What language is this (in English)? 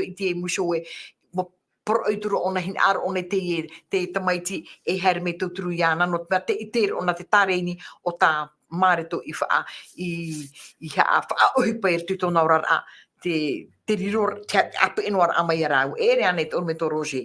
Tahitian